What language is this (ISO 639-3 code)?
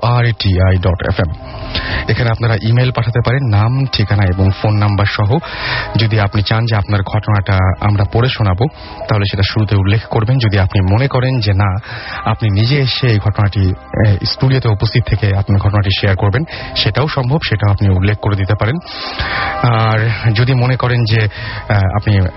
ben